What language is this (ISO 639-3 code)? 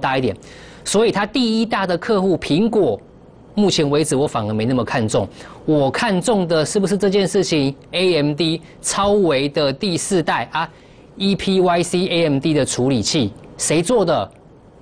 zho